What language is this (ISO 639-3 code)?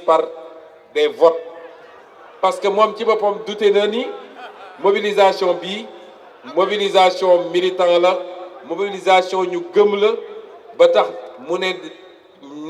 wol